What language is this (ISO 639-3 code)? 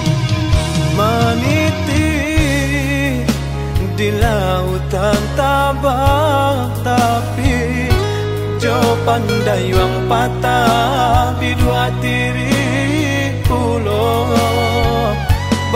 min